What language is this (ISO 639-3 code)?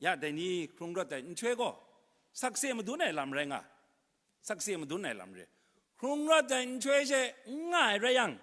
kac